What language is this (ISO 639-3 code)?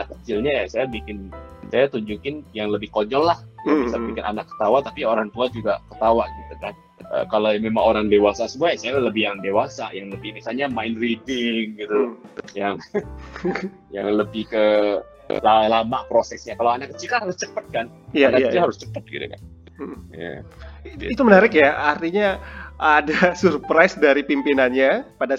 ind